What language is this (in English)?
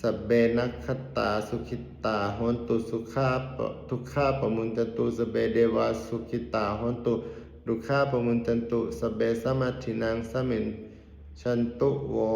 Pali